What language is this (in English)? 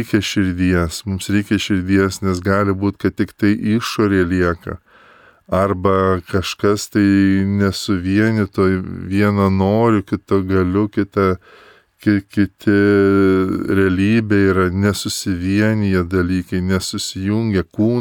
Lithuanian